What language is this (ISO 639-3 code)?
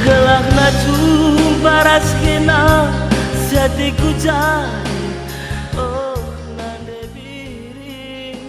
btx